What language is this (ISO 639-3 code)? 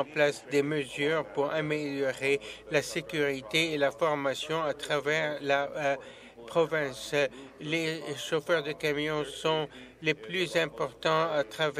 fra